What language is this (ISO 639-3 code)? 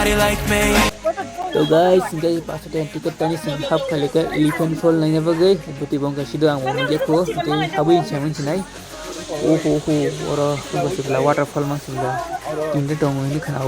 trp